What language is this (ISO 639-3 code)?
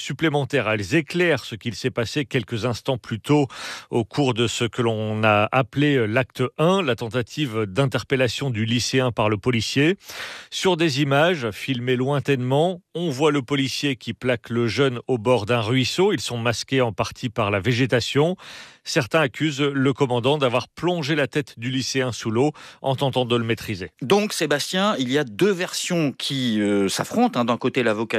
fra